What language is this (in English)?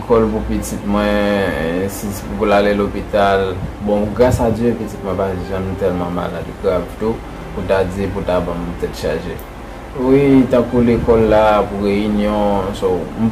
Haitian Creole